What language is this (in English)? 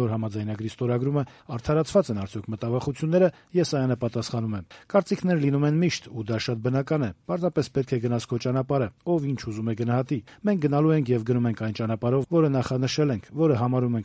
Armenian